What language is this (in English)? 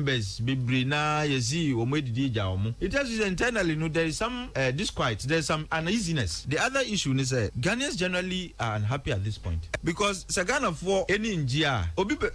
Akan